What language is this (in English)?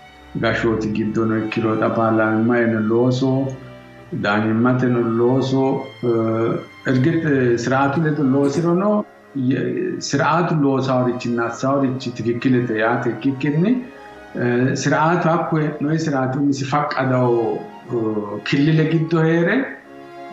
Sidamo